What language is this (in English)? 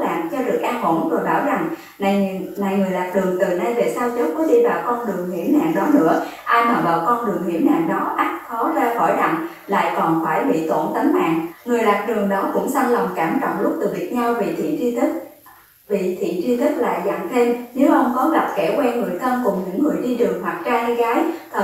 Vietnamese